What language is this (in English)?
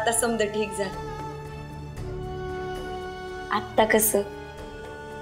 Marathi